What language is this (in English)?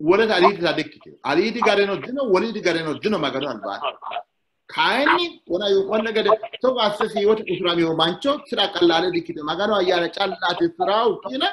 Sidamo